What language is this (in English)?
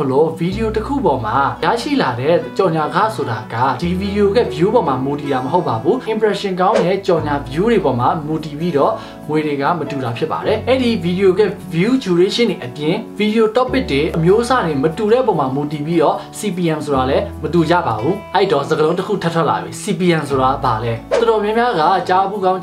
Burmese